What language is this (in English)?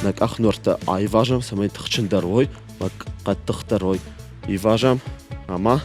Ossetic